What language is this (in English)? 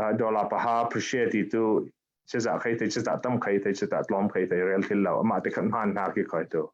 Falam Chin